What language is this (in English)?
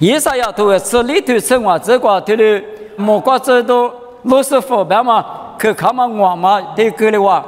Lisu